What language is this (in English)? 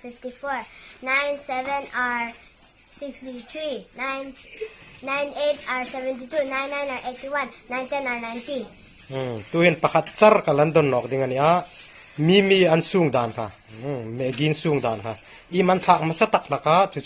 Hmar